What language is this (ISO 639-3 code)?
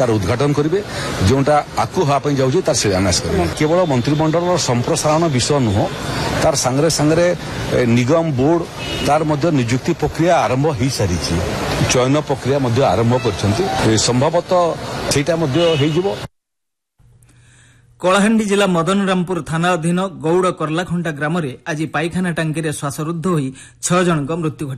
ori